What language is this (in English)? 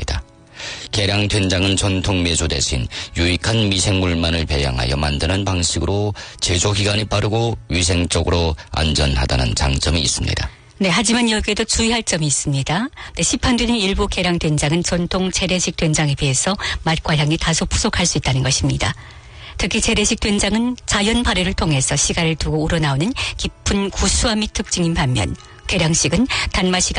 Korean